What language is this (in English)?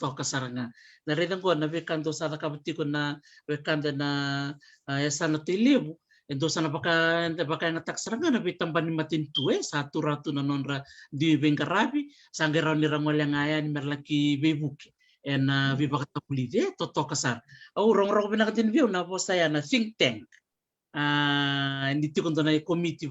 Fijian